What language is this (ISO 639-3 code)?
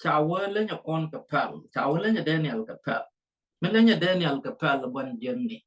nus